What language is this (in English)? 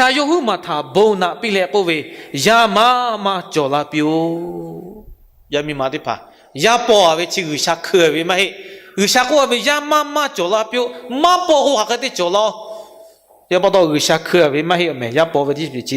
Lahu